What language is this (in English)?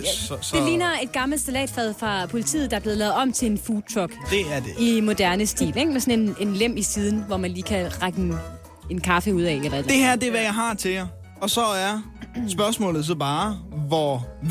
Danish